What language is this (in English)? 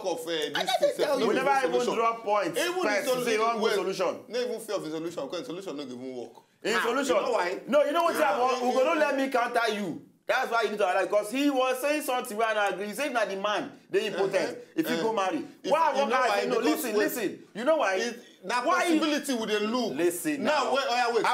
Nigerian Pidgin